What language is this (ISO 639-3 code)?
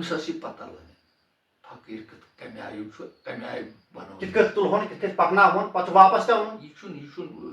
kas